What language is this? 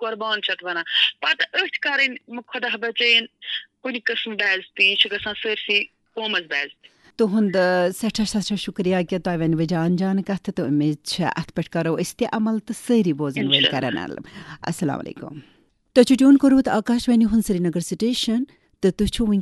Kashmiri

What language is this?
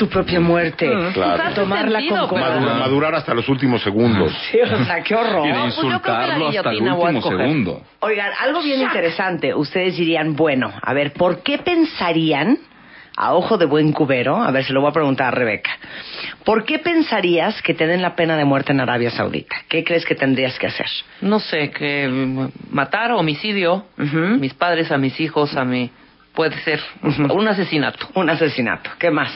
Spanish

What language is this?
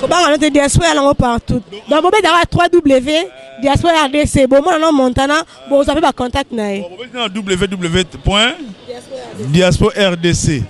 Lingala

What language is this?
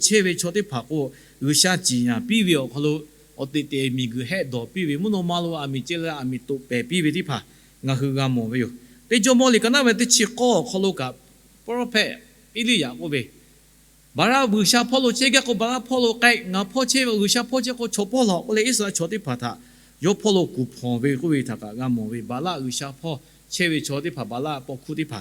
Lahu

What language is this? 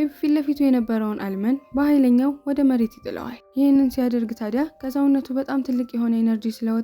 Amharic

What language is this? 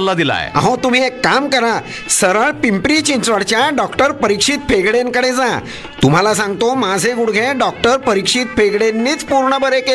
Marathi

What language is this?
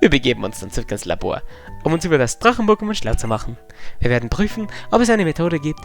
Bavarian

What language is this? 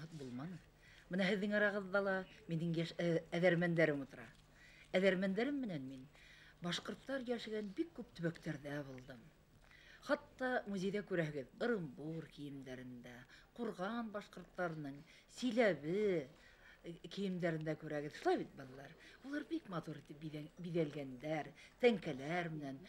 Bashkir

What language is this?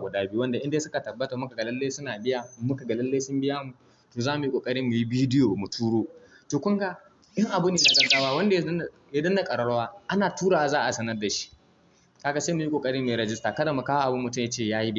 Hausa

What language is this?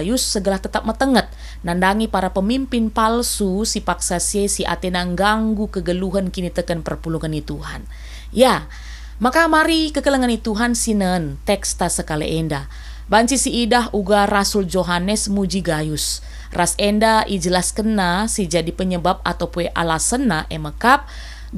Batak Karo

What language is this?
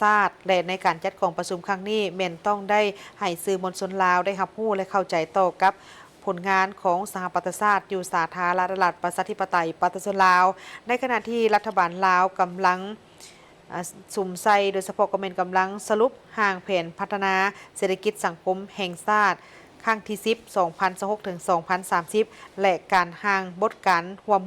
Lao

